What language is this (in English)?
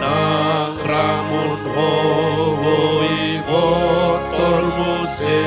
Batak Toba